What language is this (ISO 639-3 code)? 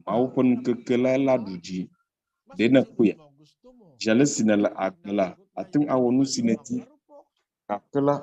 ewe